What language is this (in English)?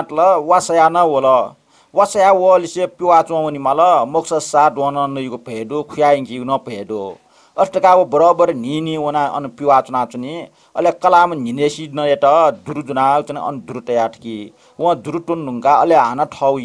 Newari